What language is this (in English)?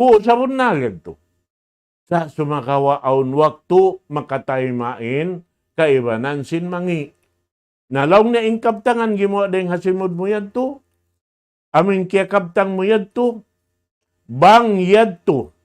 Tausug